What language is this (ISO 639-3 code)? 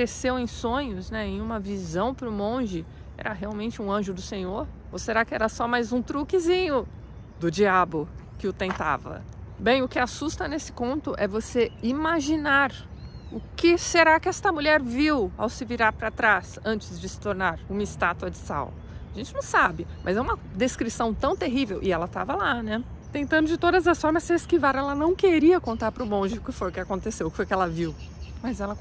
por